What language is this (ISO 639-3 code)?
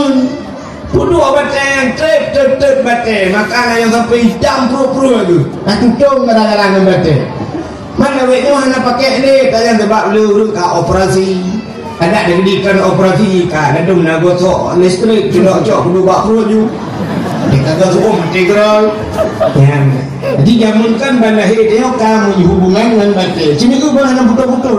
ace